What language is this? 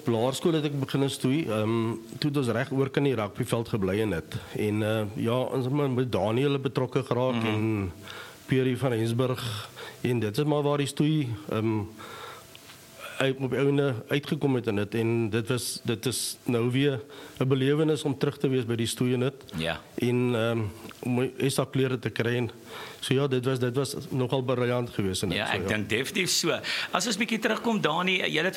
Afrikaans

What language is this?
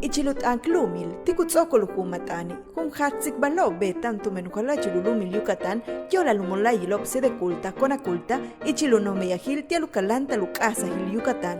Yucateco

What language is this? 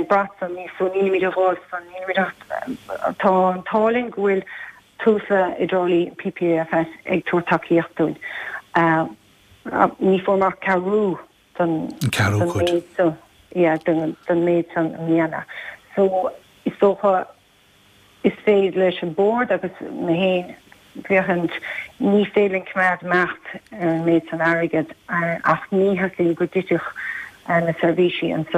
Irish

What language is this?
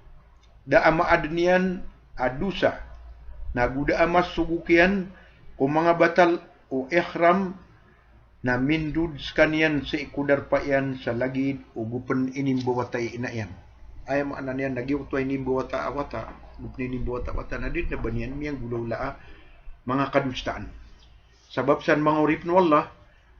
Maranao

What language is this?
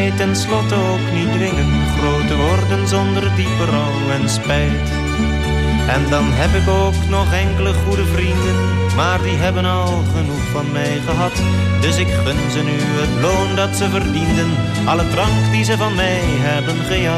Dutch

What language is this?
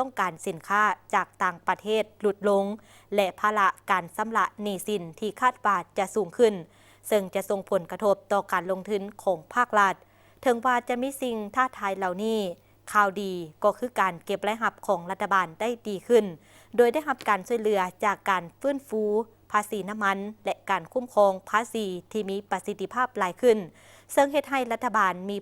Lao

